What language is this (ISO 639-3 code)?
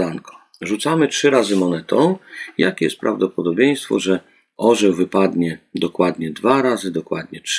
pol